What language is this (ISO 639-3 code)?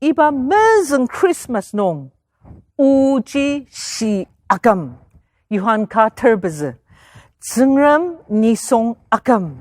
njo